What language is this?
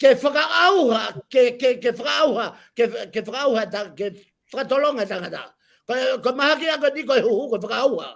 Tongan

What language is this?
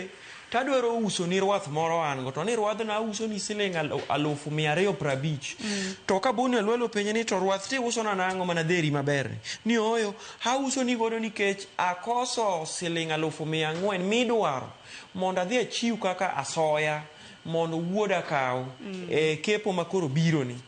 Luo (Kenya and Tanzania)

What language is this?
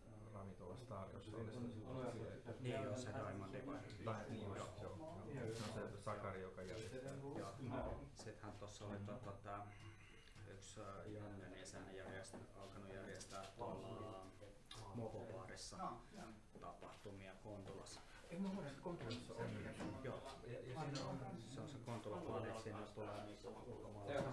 Finnish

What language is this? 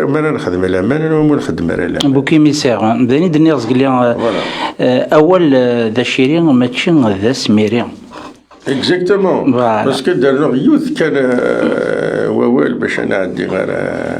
Kabyle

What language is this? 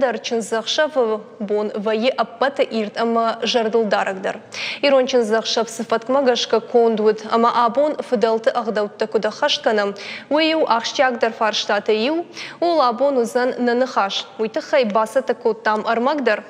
Ossetic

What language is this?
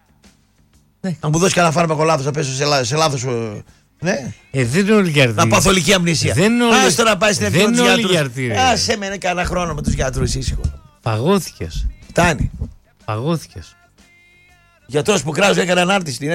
Greek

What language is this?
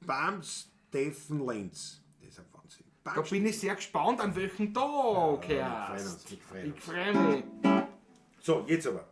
Bavarian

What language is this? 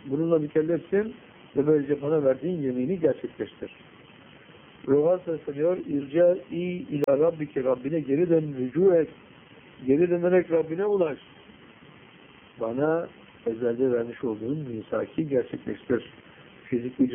Turkish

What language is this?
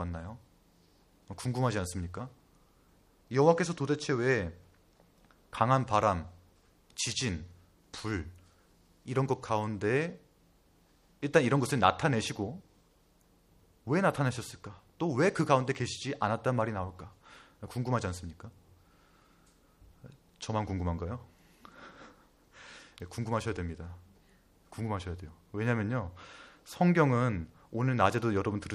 Korean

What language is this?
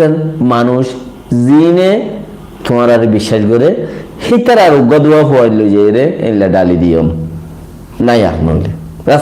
Rohingya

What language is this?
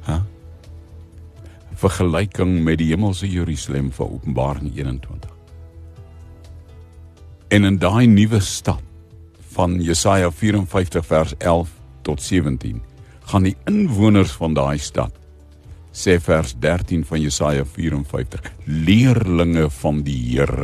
Afrikaans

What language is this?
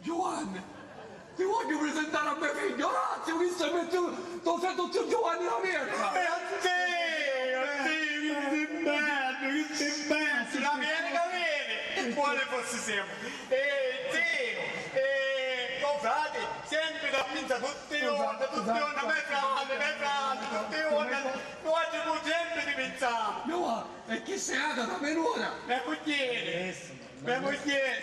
Sicilian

